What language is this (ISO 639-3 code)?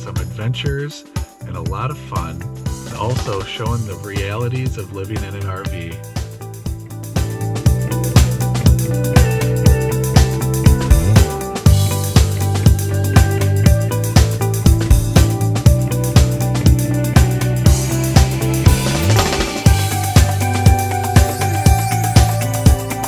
eng